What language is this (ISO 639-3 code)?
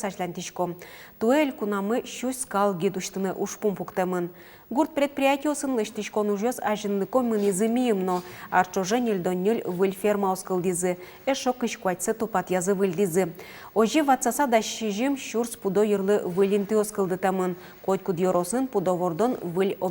udm